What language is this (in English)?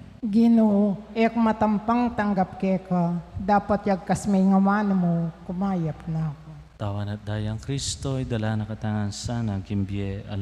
Pampanga